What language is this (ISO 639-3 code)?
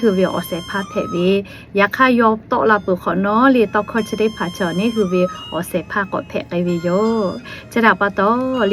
lhu